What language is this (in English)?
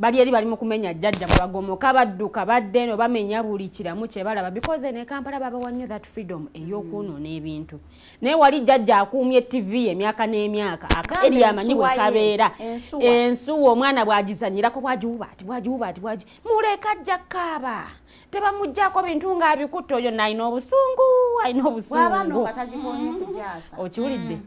Ganda